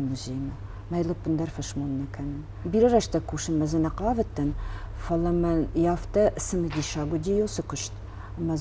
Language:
Ossetic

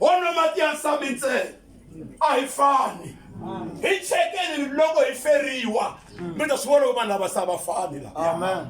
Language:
Tsonga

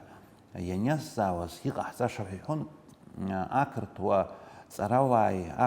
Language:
Abkhazian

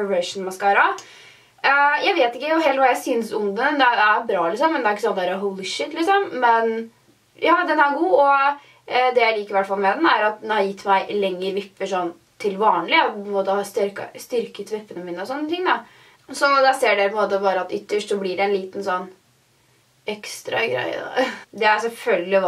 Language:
Norwegian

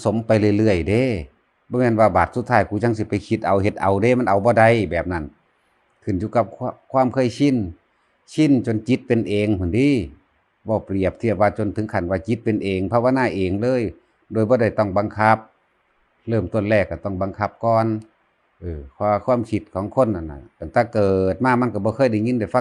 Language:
Northeastern Thai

